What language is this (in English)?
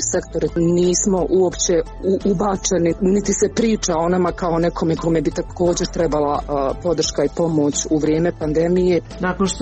Croatian